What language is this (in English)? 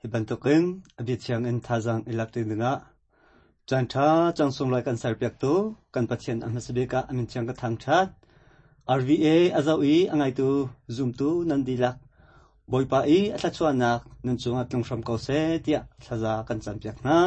Hakha Chin